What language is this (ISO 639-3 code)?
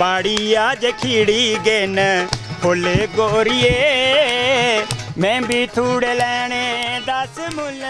doi